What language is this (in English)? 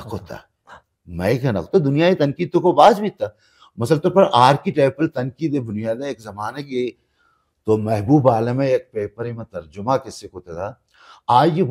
Baluchi